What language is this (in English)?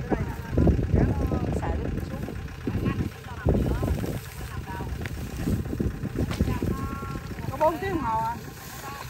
Vietnamese